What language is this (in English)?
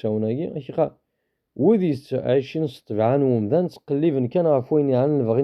Kabyle